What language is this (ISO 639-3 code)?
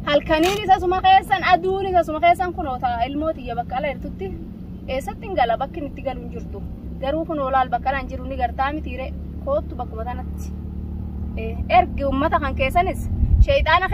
orm